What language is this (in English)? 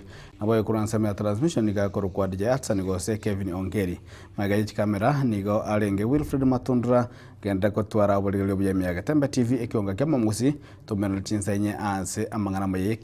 Gusii